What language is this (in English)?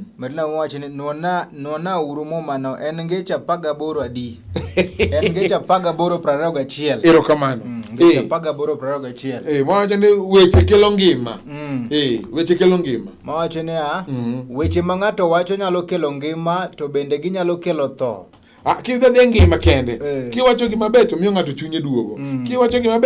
Luo (Kenya and Tanzania)